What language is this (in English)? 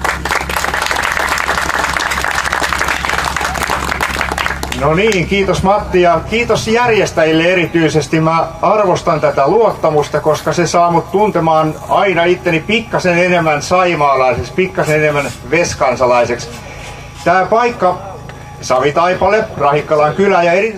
Finnish